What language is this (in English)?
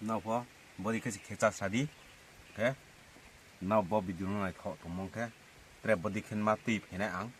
Riang (India)